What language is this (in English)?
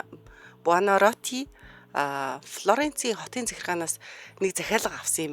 Mongolian